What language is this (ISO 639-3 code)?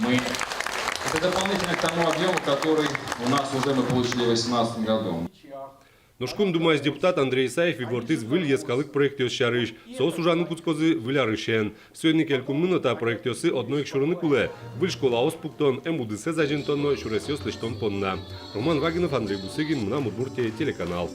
udm